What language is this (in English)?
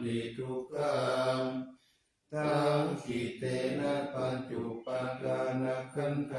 Pali